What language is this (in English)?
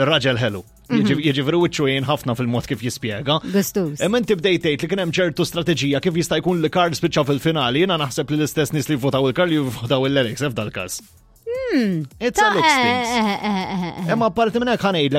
Maltese